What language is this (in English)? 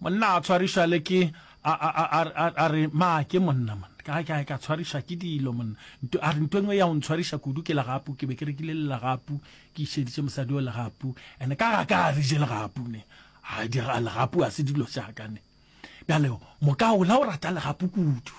Northern Sotho